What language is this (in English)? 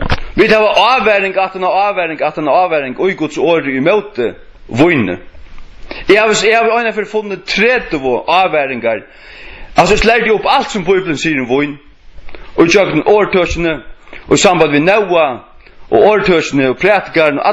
Faroese